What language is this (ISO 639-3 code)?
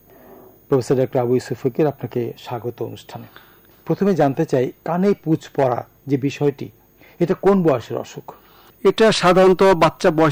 ben